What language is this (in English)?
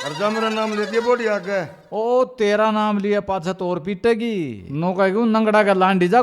Haryanvi